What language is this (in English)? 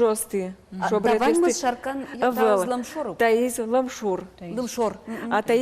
Udmurt